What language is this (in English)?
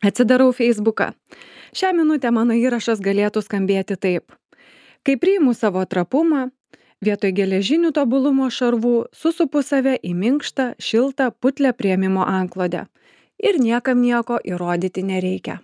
Lithuanian